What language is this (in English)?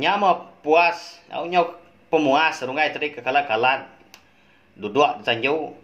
Iban